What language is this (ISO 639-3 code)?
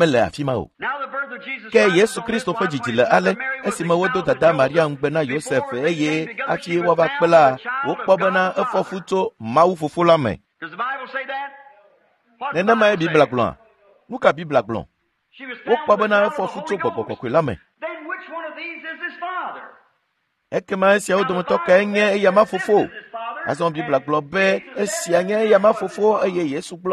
ewe